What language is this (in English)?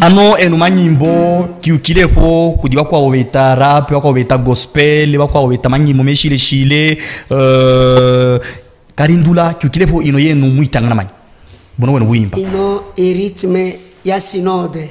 Luba-Katanga